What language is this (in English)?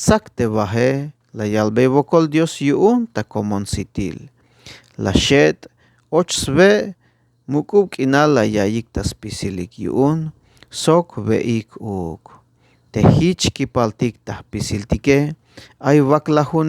Tzeltal